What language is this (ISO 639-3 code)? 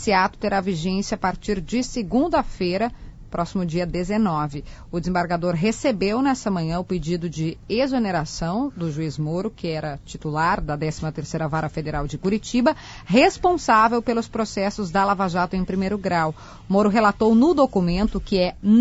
por